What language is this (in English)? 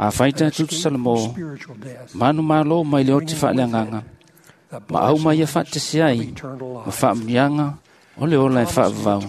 Samoan